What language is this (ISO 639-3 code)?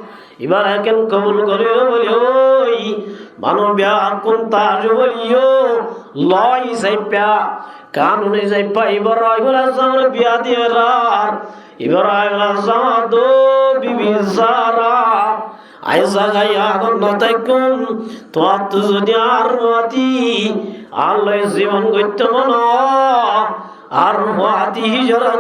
rhg